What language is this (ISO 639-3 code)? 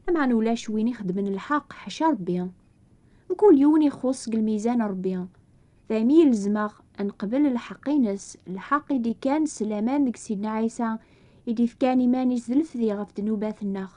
kab